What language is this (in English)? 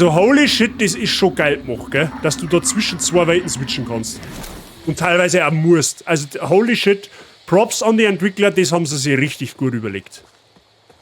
Bavarian